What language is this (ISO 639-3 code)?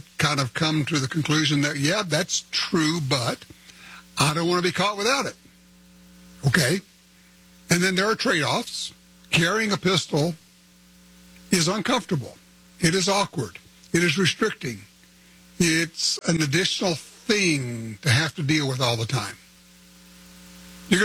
eng